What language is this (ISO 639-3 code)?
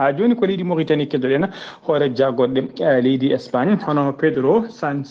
ful